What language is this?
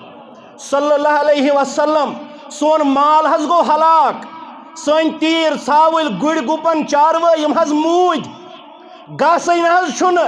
Kashmiri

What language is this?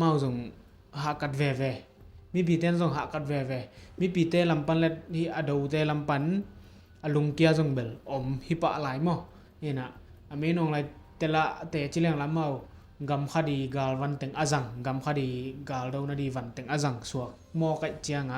Tedim Chin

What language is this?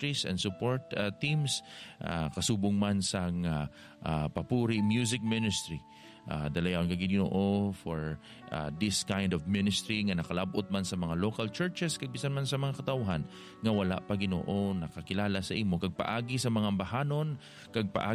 Hiligaynon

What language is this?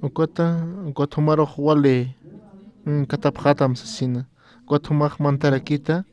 Aymara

